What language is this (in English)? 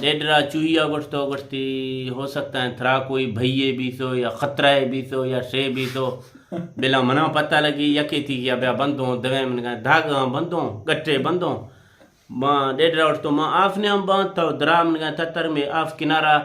Eastern Balochi